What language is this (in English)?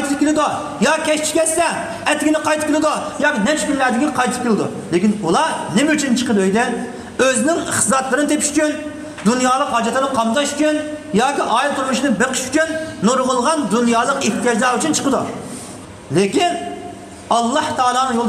Uyghur